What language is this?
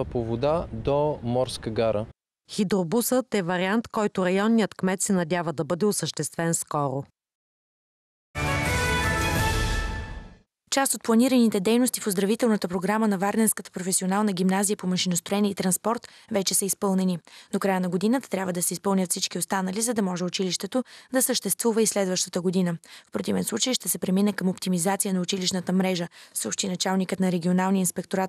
Bulgarian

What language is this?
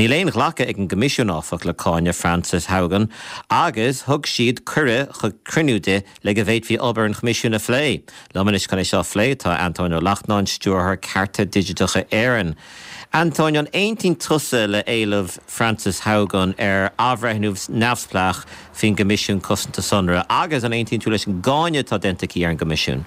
Irish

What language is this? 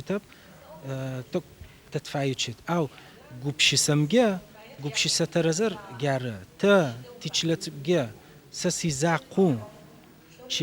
Adyghe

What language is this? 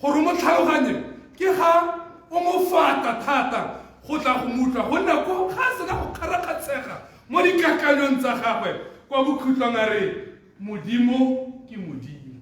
Tswana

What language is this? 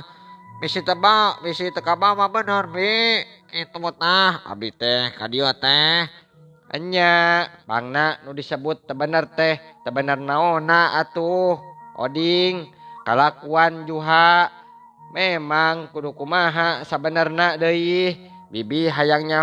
Sundanese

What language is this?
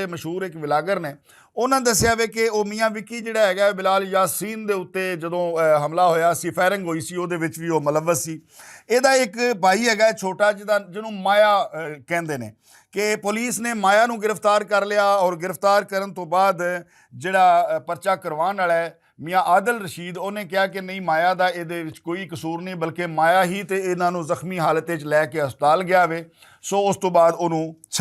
Western Panjabi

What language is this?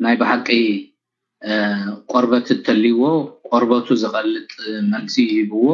Tigrinya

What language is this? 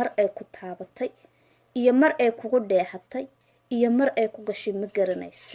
Somali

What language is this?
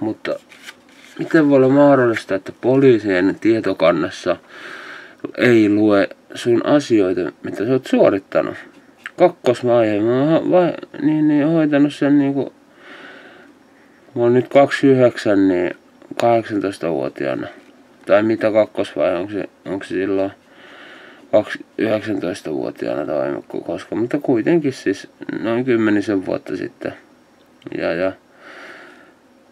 Finnish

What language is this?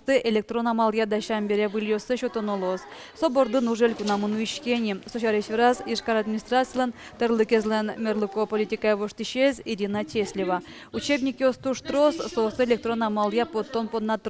Udmurt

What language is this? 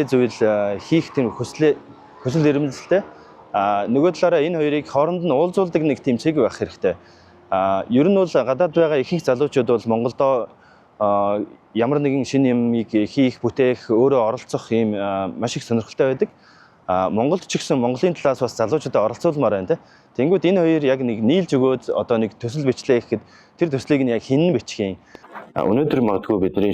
Mongolian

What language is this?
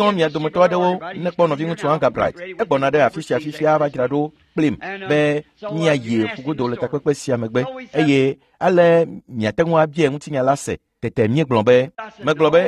Ewe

